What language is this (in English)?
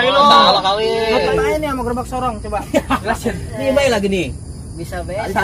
Betawi